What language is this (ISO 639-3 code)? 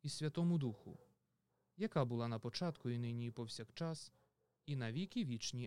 ukr